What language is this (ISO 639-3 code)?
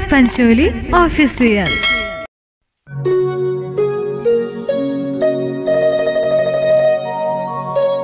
hne